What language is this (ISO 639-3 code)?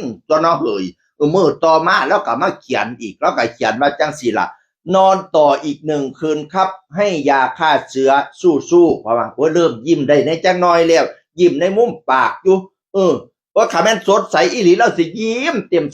tts